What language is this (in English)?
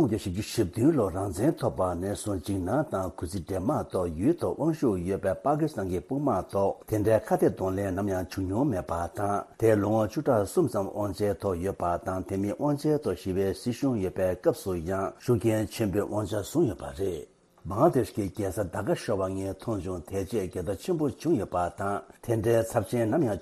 Tibetan